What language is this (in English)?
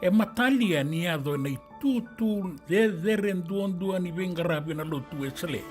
Fijian